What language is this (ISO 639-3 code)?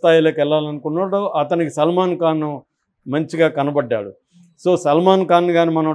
tel